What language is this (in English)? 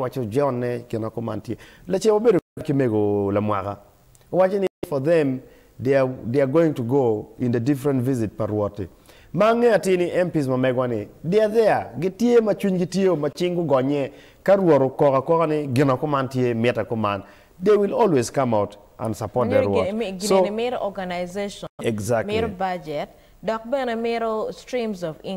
Acoli